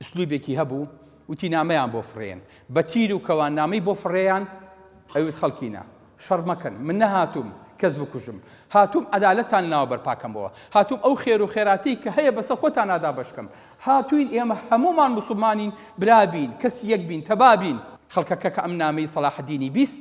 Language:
Central Kurdish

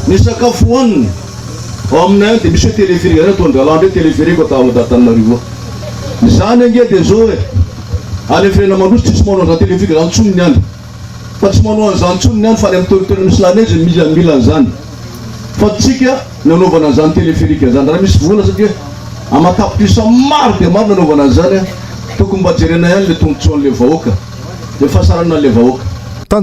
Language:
Malagasy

